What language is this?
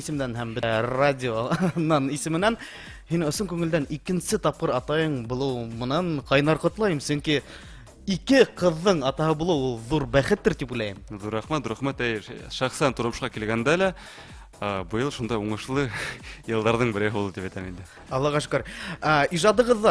Bashkir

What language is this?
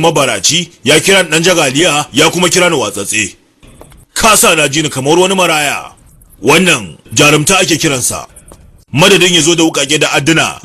Hausa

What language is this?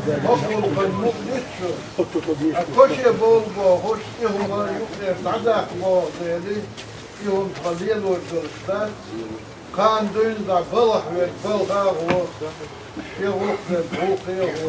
Chechen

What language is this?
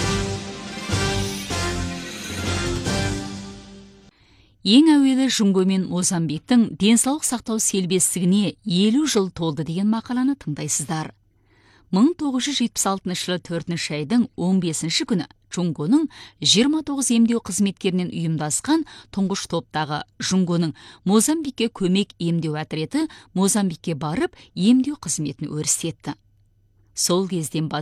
Kazakh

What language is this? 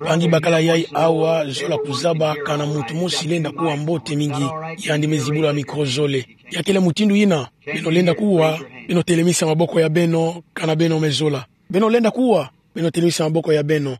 Kituba (Democratic Republic of Congo)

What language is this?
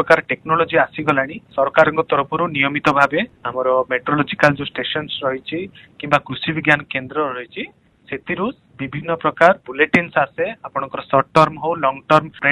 Odia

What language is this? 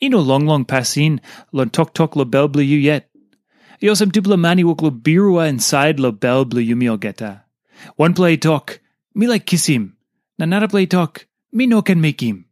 Tok Pisin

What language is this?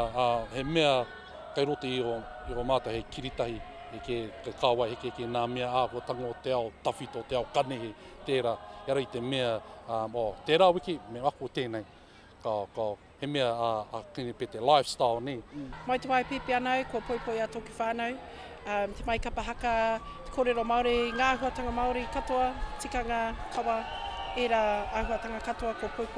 Māori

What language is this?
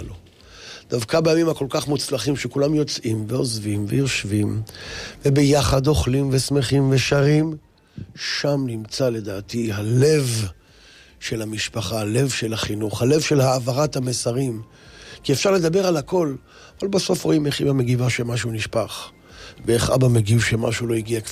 Hebrew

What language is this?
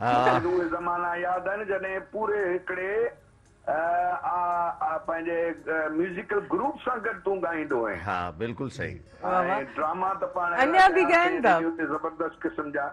Sindhi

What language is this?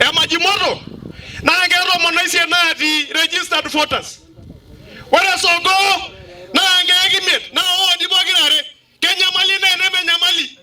Masai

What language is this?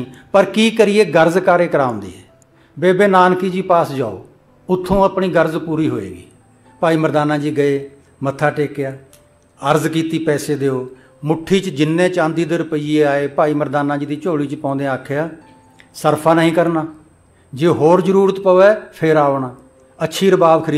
Punjabi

